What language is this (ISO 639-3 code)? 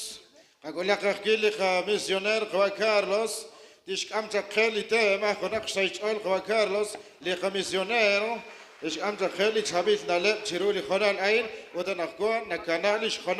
kek